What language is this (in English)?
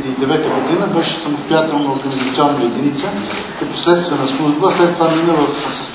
Bulgarian